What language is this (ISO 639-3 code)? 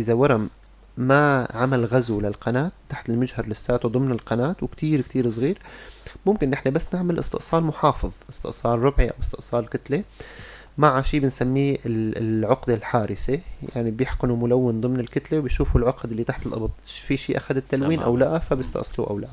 apc